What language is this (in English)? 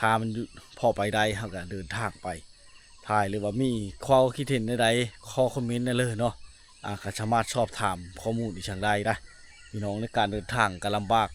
Lao